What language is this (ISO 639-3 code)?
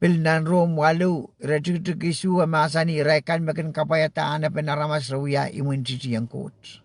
pon